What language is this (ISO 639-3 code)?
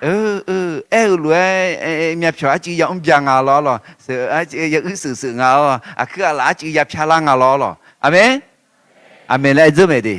ahk